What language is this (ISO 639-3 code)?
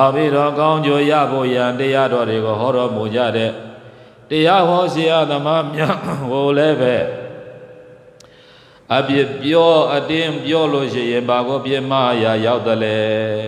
mya